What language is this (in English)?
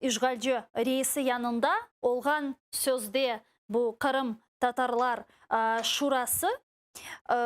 Crimean Tatar